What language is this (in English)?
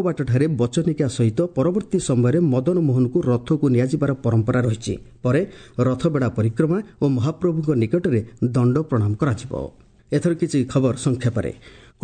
Odia